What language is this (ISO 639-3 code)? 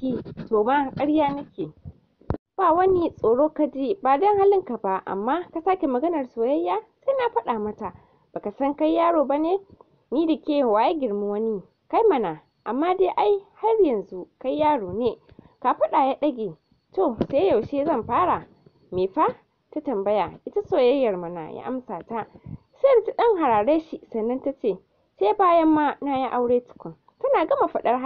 hau